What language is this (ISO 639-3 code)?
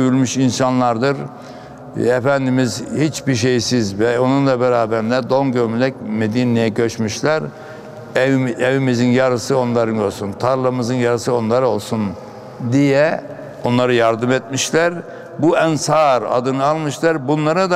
tur